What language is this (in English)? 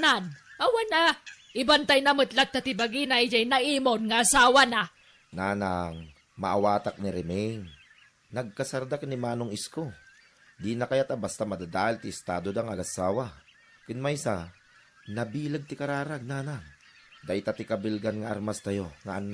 Iloko